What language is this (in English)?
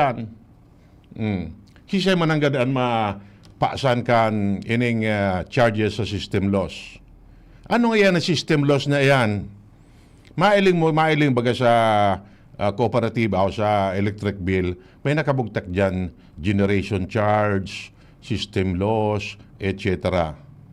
Bikol